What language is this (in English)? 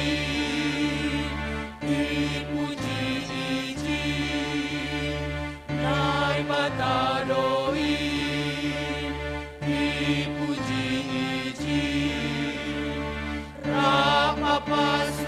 Batak Simalungun